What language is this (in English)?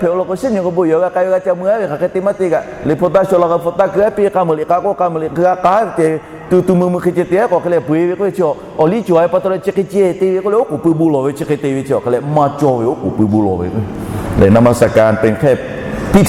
Lahu